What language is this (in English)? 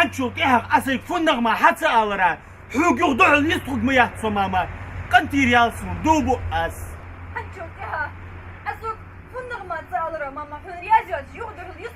Ingush